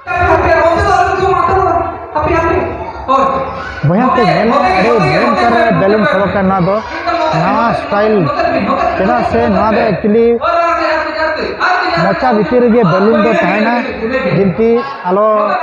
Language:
Santali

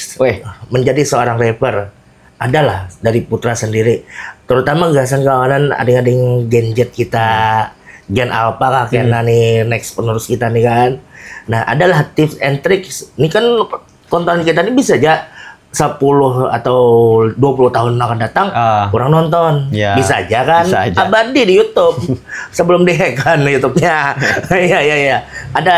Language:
Banjar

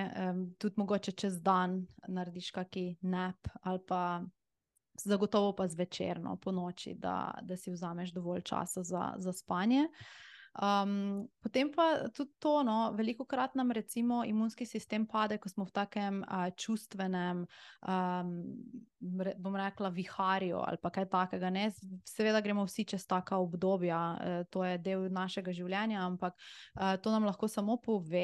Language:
Slovenian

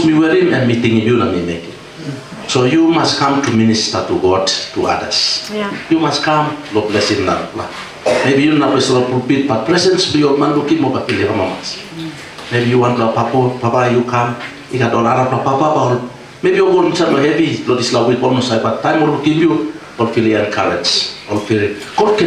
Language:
Tok Pisin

